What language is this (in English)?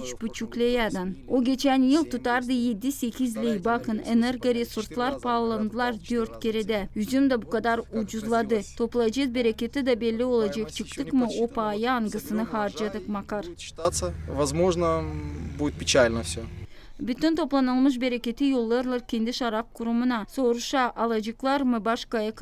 Gagauz